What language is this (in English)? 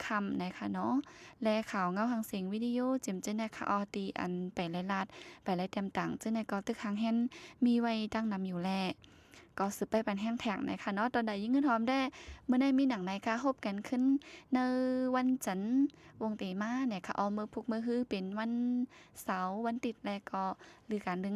Shan